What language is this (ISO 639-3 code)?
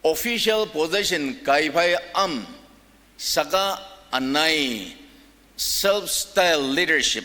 njo